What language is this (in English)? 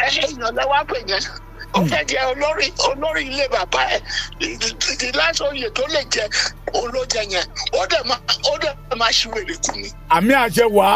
Yoruba